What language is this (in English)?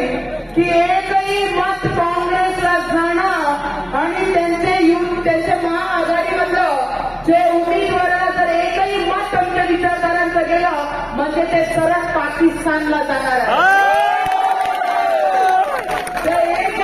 Marathi